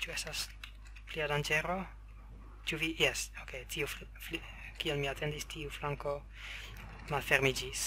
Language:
Esperanto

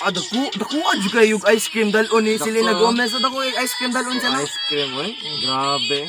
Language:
Cebuano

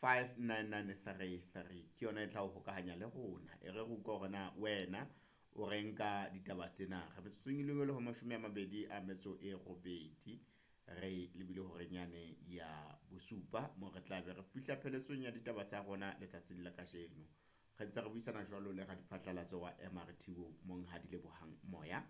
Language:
Southern Sotho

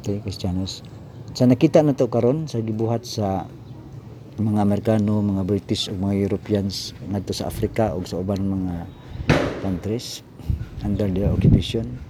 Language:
Cebuano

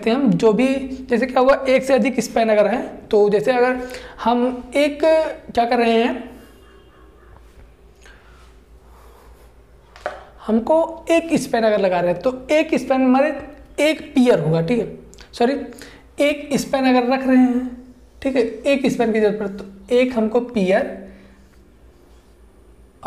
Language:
Hindi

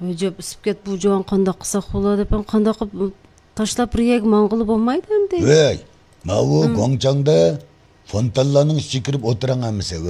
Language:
Uyghur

